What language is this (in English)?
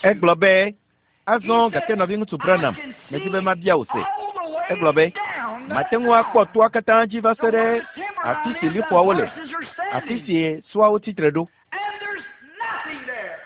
Ewe